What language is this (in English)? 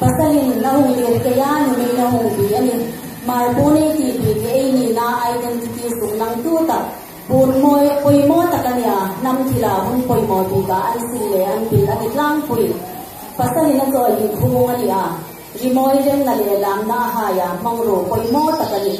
Hmar